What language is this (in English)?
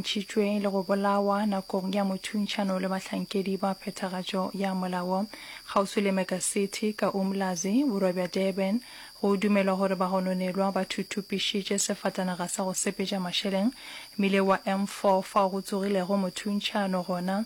Northern Sotho